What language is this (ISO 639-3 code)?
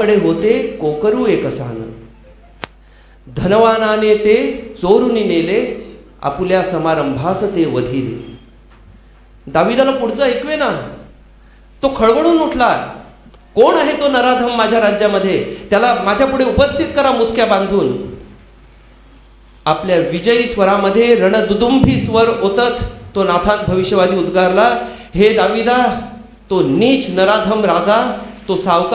mar